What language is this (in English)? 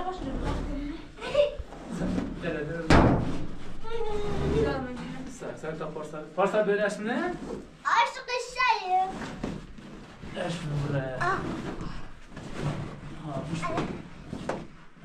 Persian